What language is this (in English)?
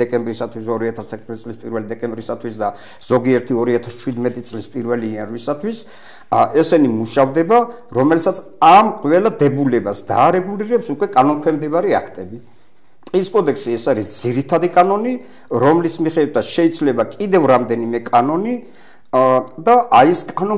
Georgian